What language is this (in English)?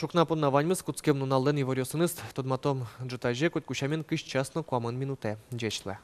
Udmurt